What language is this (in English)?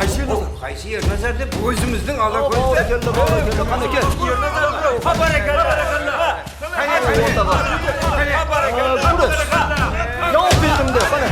Kara-Kalpak